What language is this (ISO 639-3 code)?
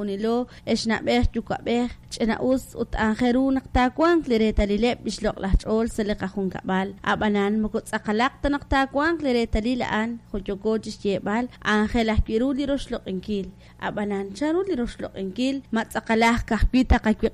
kek